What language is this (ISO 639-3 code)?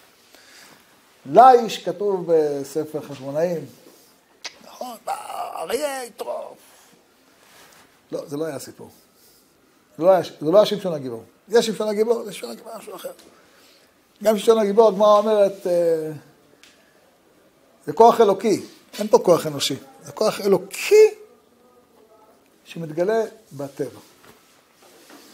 heb